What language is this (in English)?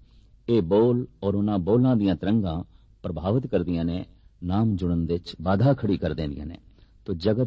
Punjabi